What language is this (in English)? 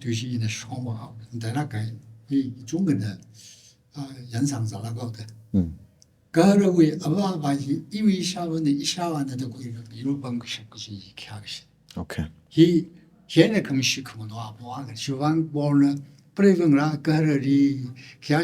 Tangkhul Naga (India)